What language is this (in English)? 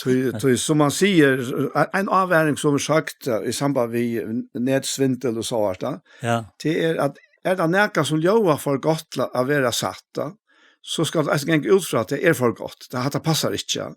Faroese